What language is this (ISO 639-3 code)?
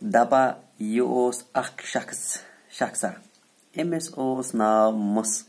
kas